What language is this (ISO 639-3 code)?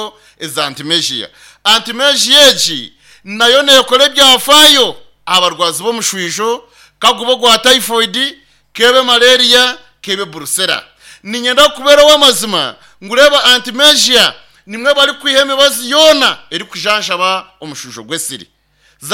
nyn